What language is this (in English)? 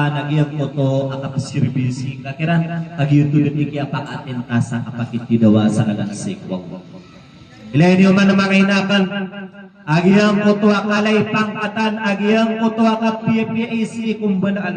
Maranao